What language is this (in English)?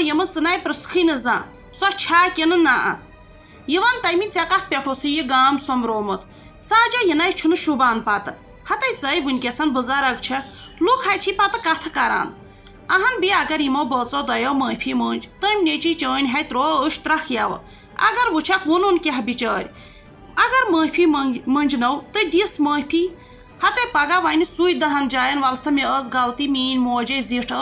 Kashmiri